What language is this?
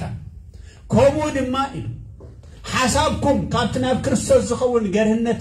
Tigrinya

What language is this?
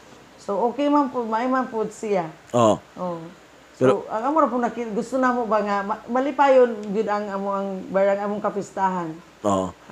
Cebuano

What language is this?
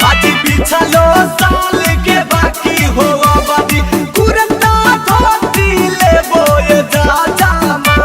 Magahi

